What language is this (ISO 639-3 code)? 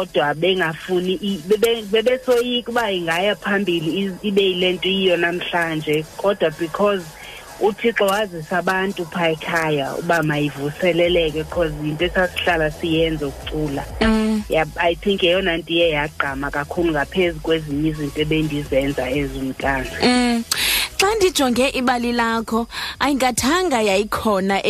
xho